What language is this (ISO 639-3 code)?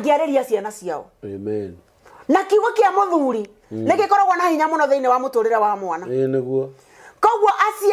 kik